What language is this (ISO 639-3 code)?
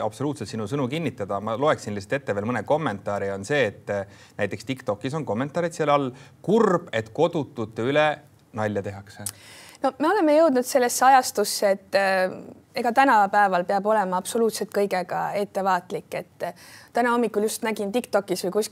est